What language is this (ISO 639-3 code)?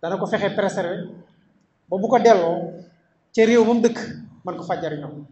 wol